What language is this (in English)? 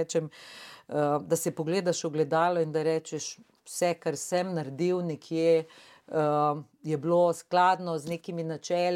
Slovenian